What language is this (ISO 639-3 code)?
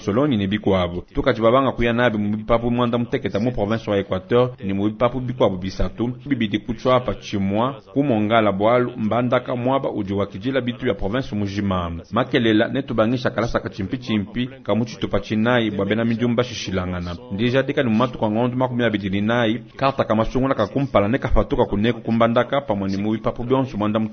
lua